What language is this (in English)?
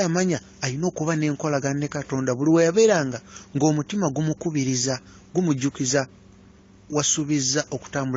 Ganda